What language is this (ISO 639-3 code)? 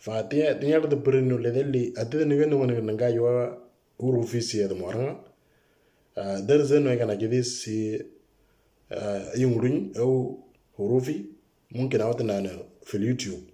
mor